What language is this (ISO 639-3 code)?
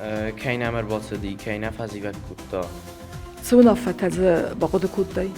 oss